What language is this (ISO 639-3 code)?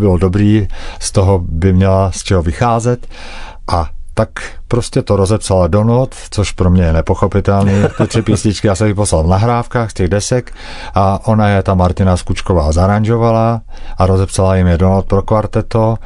ces